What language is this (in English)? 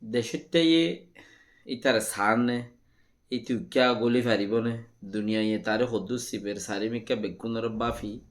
Rohingya